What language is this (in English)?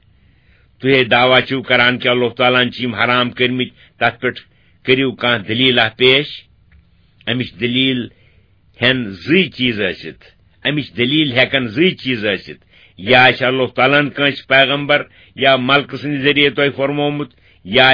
Kashmiri